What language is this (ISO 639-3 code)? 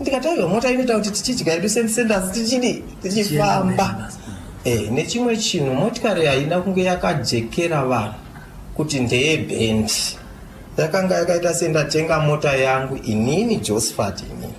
sna